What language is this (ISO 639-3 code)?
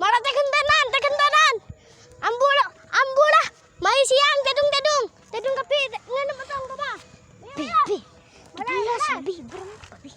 mad